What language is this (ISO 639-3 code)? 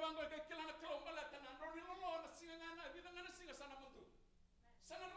fij